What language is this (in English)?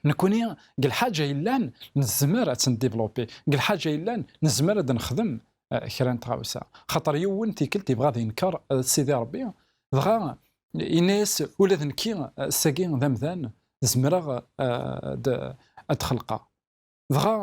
Kabyle